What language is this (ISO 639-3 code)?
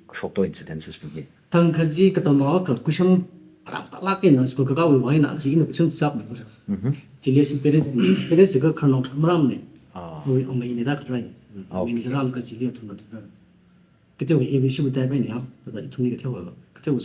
nmf